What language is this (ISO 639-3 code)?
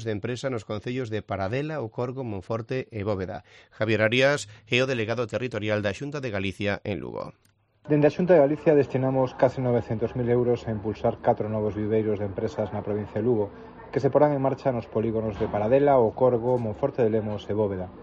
glg